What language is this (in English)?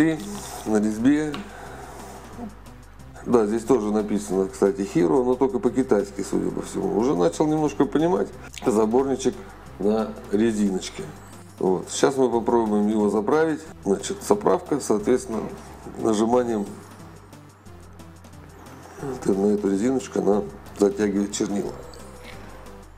Russian